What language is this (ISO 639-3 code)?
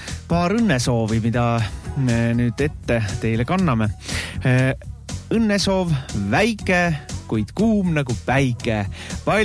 est